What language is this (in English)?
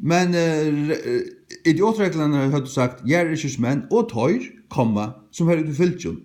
Faroese